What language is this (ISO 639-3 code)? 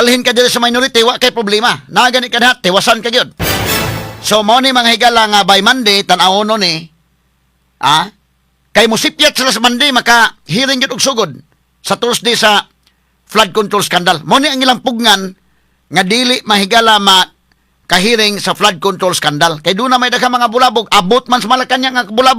ceb